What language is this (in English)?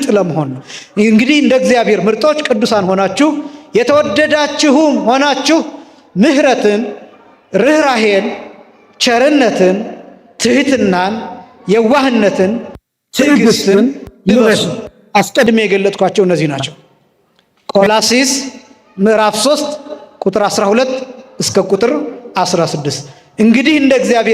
Amharic